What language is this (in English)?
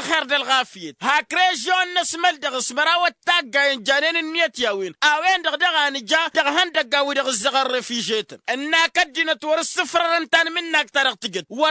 Tamasheq